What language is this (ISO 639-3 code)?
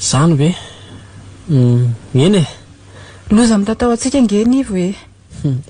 mlg